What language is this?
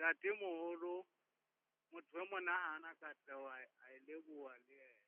Southern Sotho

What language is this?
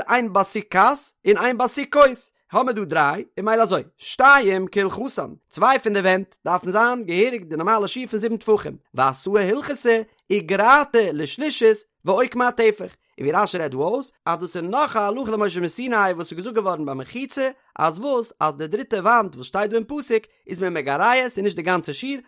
Yiddish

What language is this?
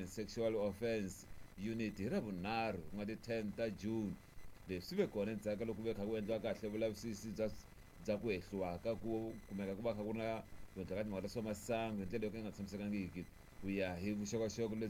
Tsonga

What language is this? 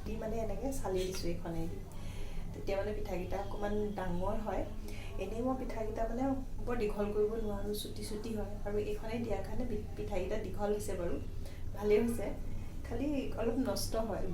Assamese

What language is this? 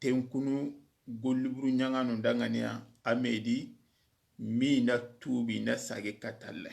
Soninke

